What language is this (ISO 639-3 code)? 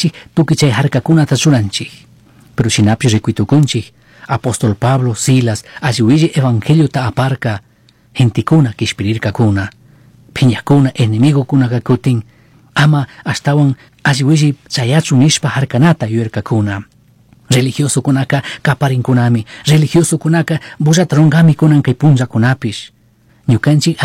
qug